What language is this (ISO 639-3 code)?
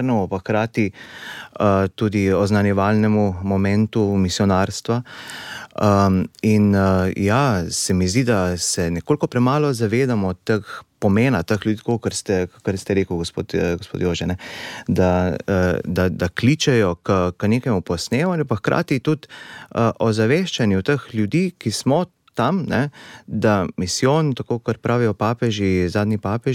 slv